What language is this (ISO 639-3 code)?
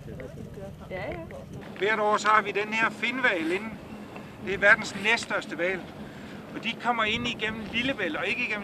dan